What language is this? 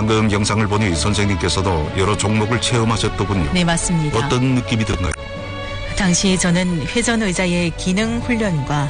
Korean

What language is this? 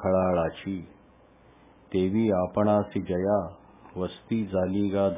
Marathi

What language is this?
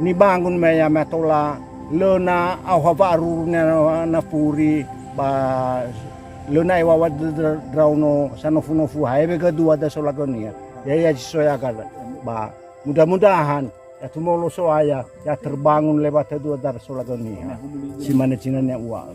Nias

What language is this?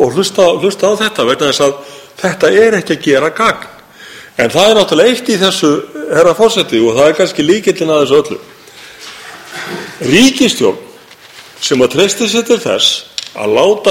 Icelandic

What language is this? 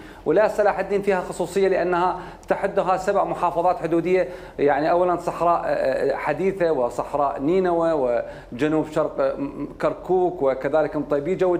Mesopotamian Arabic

